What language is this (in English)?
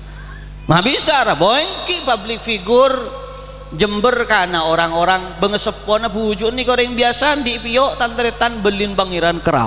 Madurese